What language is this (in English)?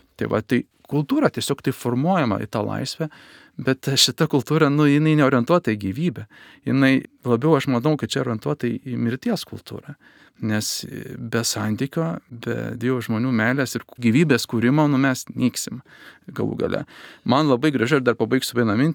Lithuanian